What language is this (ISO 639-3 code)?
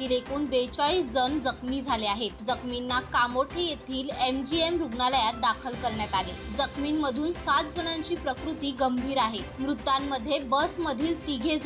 mar